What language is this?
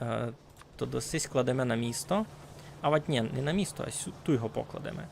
Rusyn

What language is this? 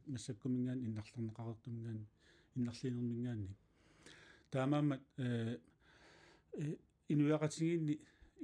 Kalaallisut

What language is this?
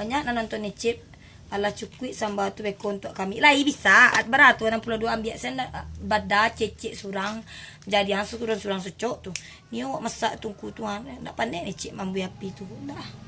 Minangkabau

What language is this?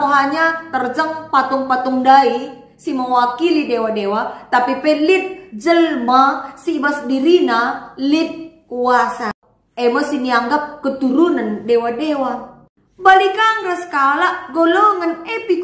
Batak Karo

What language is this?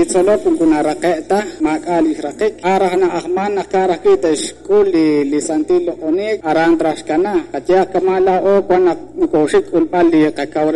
Kekchí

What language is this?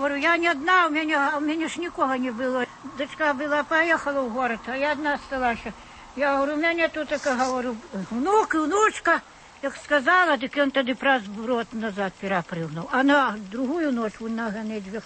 Belarusian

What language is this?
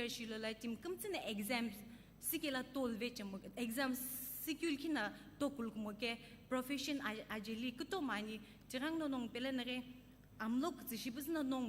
Sumi Naga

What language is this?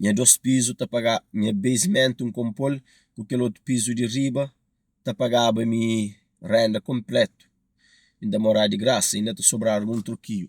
Kabuverdianu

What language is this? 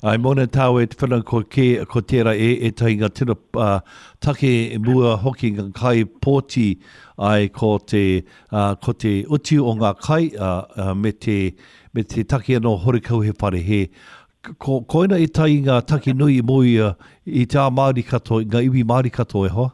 Māori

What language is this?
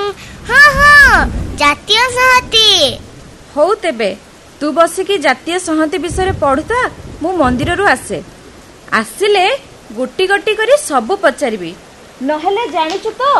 Odia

